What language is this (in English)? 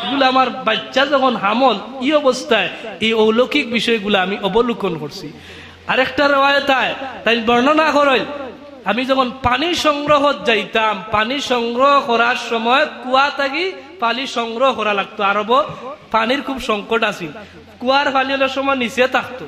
Sylheti